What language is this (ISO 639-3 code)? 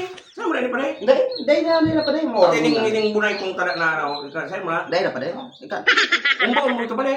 bik